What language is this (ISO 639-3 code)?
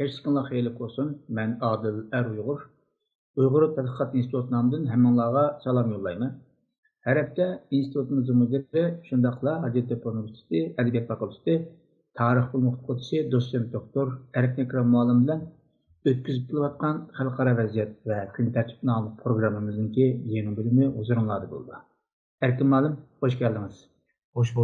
uig